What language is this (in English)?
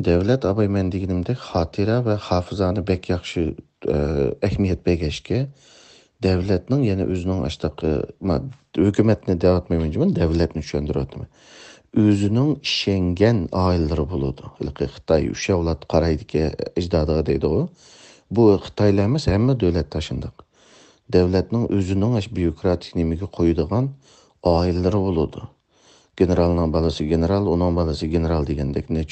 Uyghur